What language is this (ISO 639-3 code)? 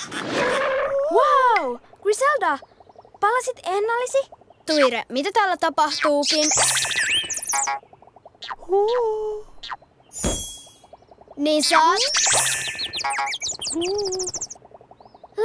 fin